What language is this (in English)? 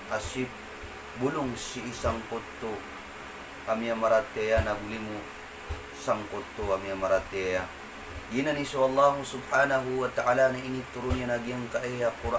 Maranao